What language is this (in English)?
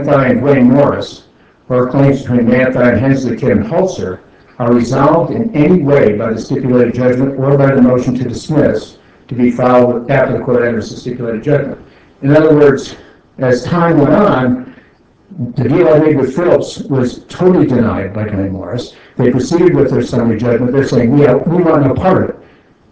English